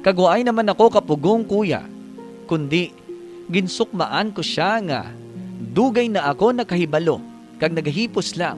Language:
Hiligaynon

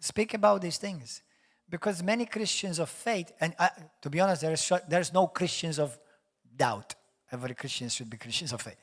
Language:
English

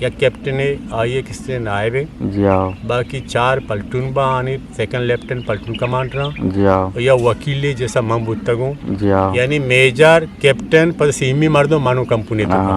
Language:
Eastern Balochi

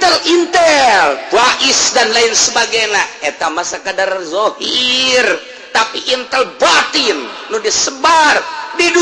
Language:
Sundanese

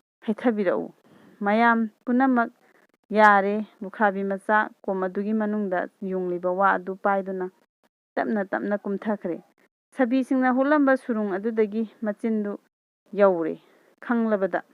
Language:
Manipuri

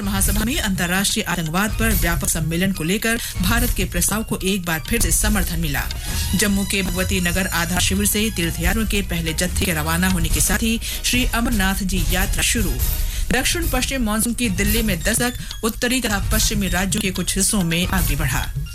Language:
Hindi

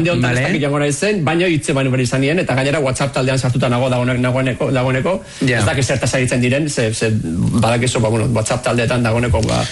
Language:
Basque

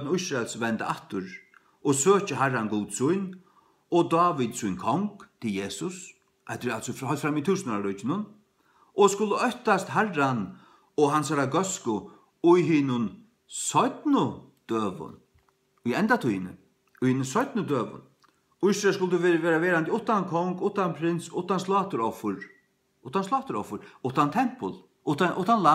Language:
Faroese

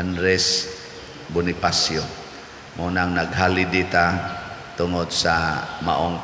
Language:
Cebuano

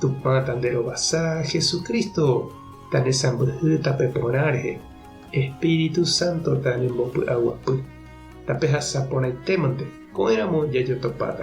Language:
Guarani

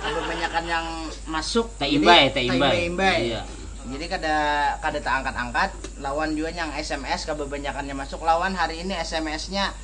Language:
Banjar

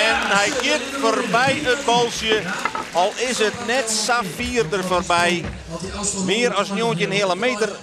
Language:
Western Frisian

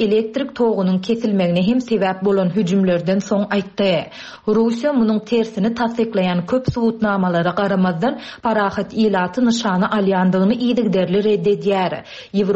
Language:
Turkmen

